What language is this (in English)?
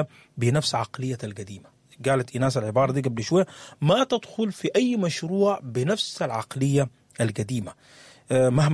Sudanese Arabic